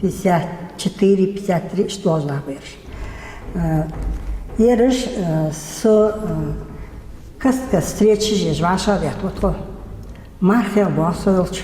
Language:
Ingush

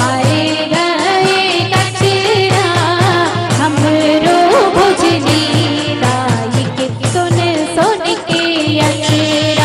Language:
Chhattisgarhi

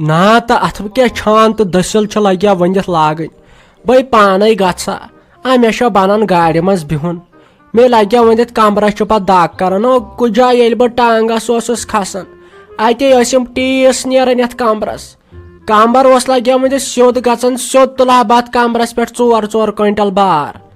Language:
Kashmiri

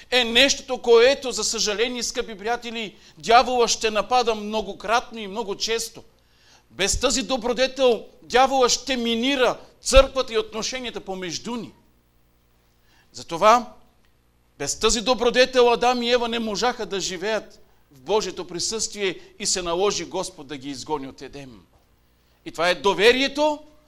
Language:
Bulgarian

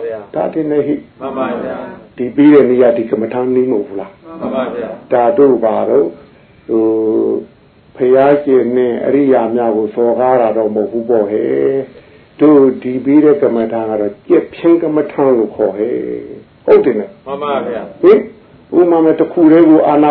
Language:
Burmese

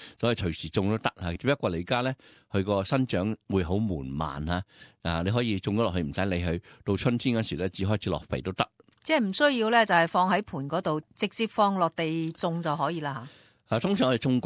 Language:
Cantonese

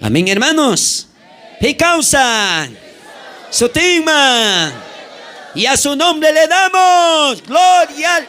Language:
South Bolivian Quechua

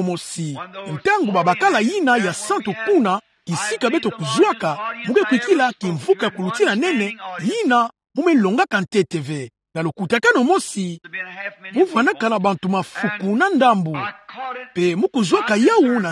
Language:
Kituba (Democratic Republic of Congo)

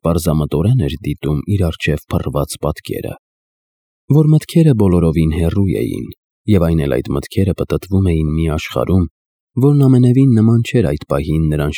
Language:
Armenian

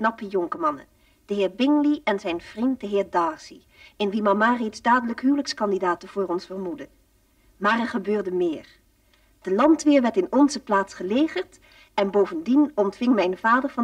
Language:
Dutch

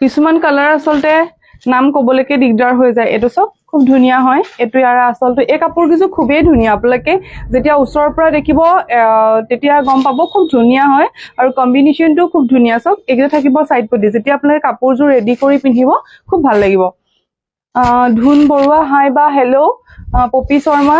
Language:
Assamese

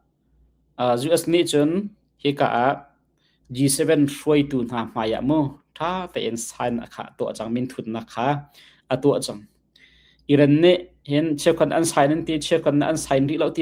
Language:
Hakha Chin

